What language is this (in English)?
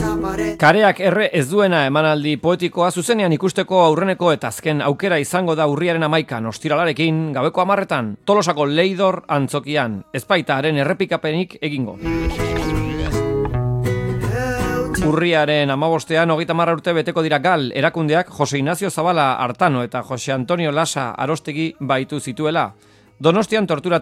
Basque